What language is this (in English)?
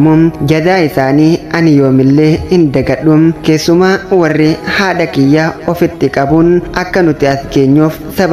Oromo